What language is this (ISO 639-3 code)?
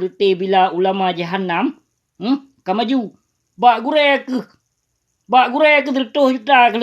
ace